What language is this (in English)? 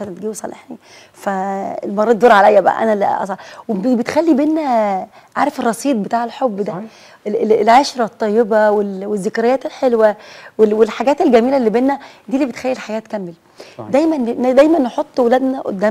Egyptian Arabic